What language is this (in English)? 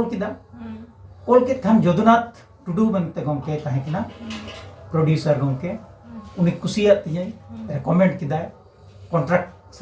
Santali